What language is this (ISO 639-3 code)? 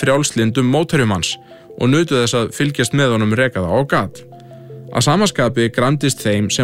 isl